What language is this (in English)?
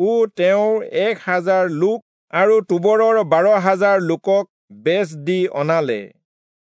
Assamese